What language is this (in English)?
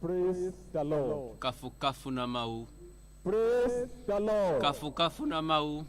Ewe